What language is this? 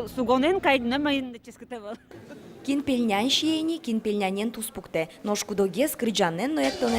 Udmurt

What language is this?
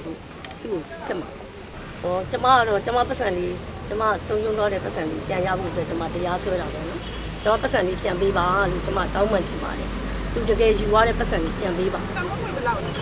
Burmese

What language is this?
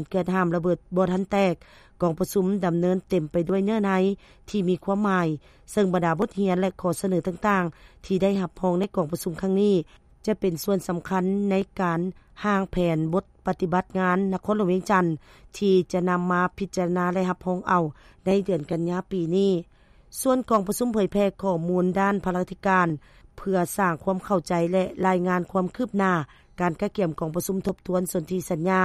Lao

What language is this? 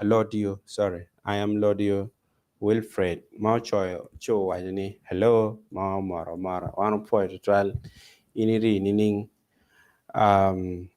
Acoli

